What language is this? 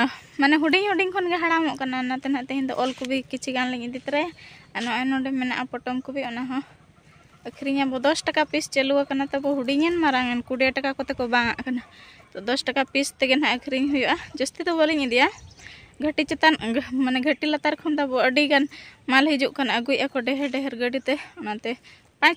Santali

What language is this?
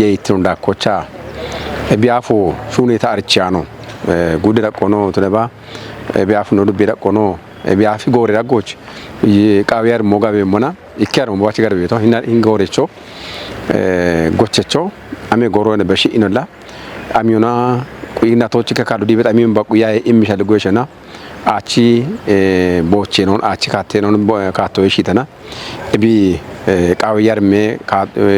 Kafa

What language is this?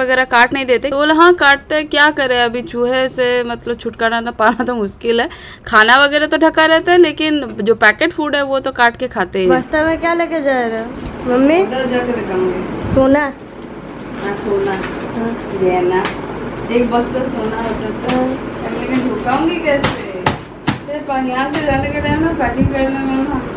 Hindi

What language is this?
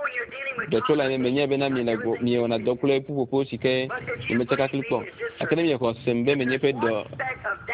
Ewe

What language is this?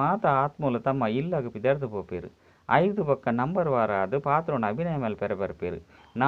Tulu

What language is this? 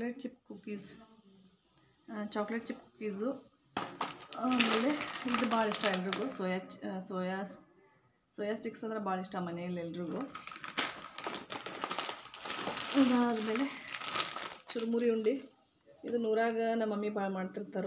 Kannada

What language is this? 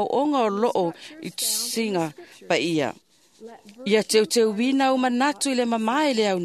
Samoan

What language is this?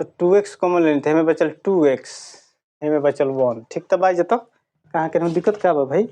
Bhojpuri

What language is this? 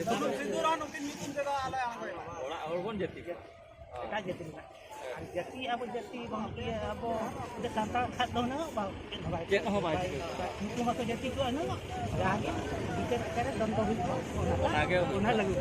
Santali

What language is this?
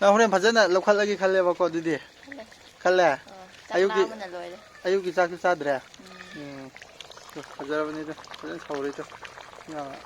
Manipuri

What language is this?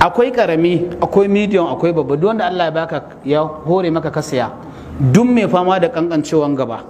Hausa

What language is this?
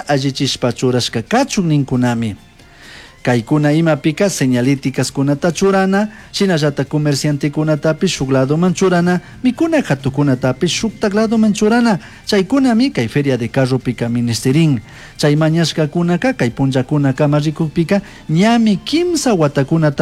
Chimborazo Highland Quichua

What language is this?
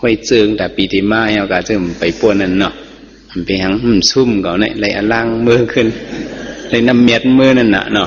Shan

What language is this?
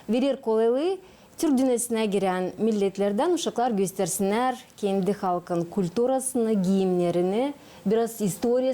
Gagauz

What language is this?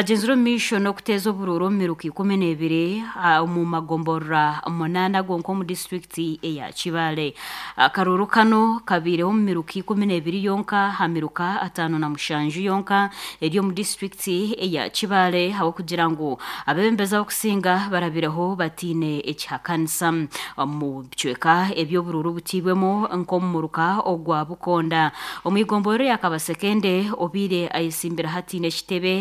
Nyankole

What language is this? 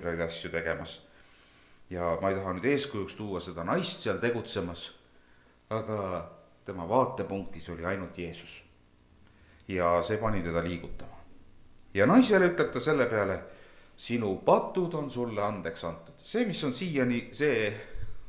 Estonian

